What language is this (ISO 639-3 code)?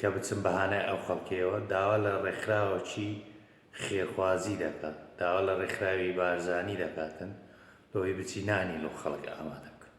ckb